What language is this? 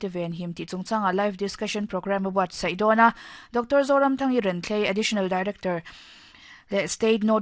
Mizo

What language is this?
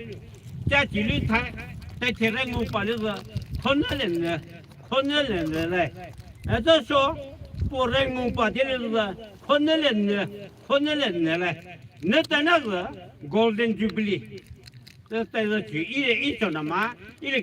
Poumei Naga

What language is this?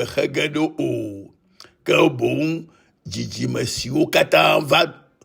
Ewe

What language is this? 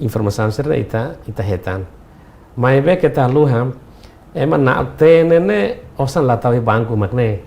Tetum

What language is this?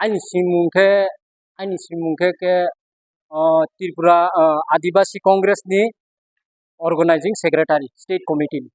Kok Borok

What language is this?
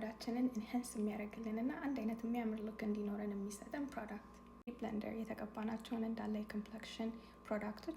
Amharic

